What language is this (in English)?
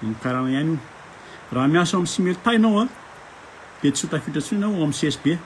Malagasy